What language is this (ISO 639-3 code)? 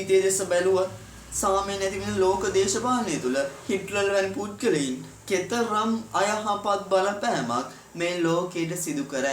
sin